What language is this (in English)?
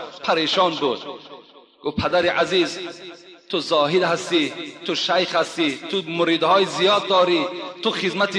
Tajik